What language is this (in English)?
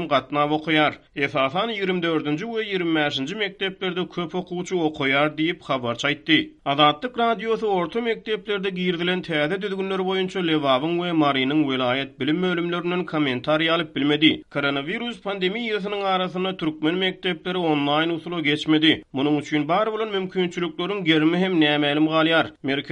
Turkmen